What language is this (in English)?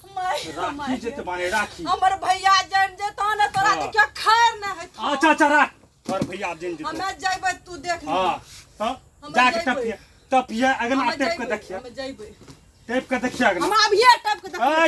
Maithili